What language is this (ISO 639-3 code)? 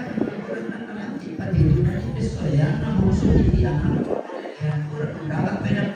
sda